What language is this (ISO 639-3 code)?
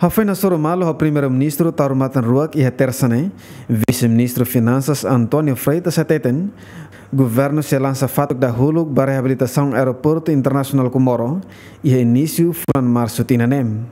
tet